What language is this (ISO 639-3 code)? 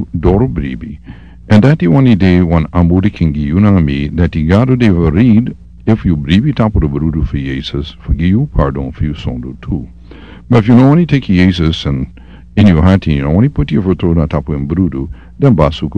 srn